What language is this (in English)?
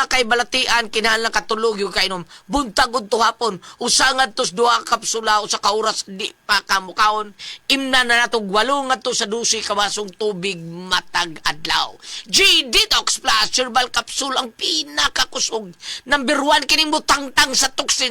Cebuano